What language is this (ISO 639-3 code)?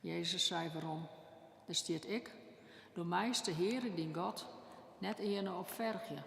fry